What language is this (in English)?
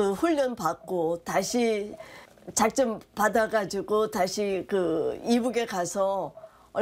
Korean